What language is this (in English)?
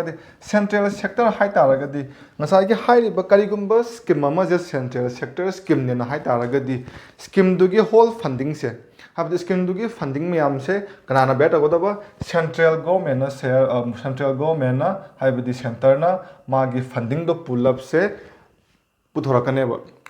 Manipuri